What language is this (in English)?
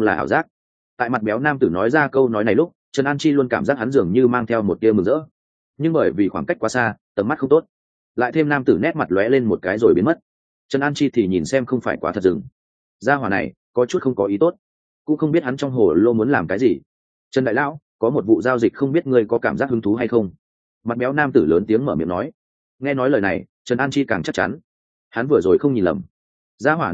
Vietnamese